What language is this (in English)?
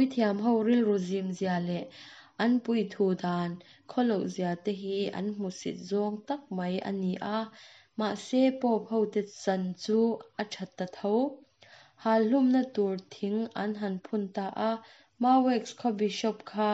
Mizo